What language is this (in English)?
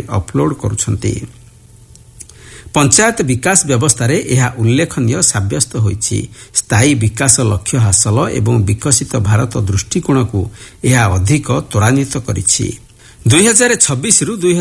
Odia